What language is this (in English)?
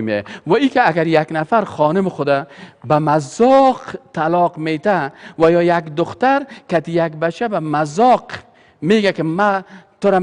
Persian